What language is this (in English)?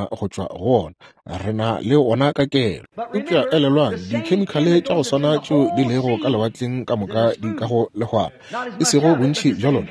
Northern Sotho